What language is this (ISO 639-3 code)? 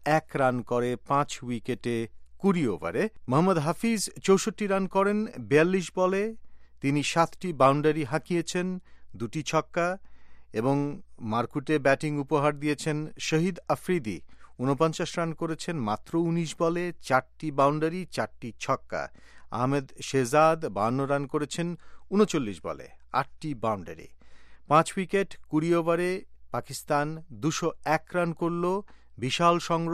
ben